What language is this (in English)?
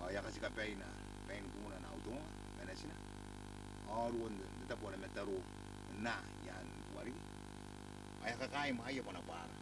Gilbertese